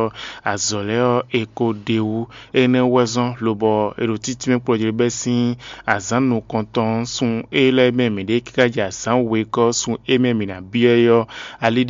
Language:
Fon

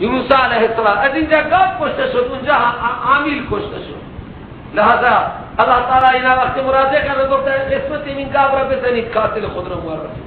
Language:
Persian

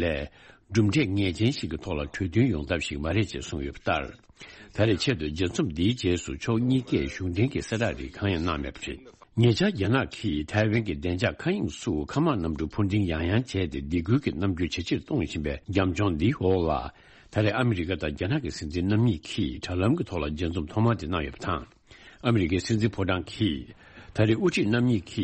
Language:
Tibetan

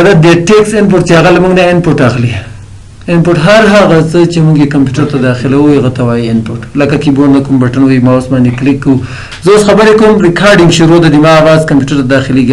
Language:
Pashto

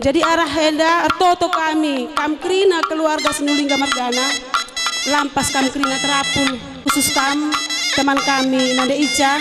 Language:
Batak Karo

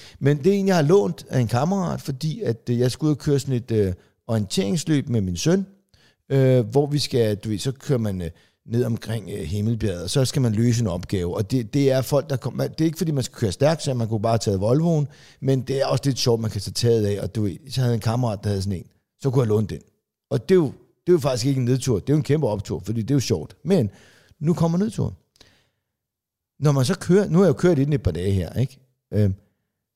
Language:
Danish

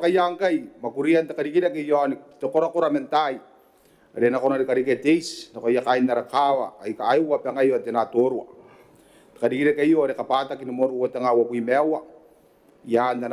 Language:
Gilbertese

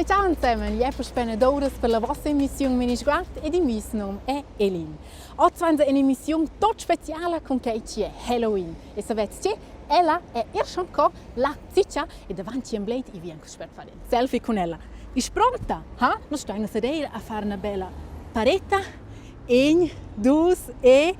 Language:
Romansh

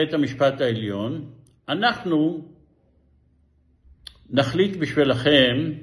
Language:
Hebrew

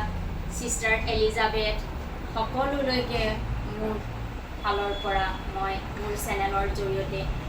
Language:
Assamese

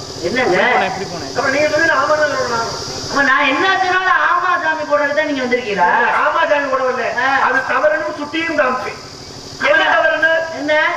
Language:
Tamil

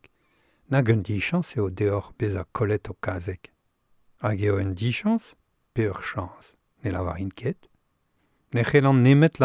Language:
Breton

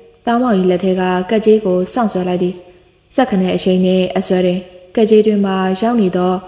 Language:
Burmese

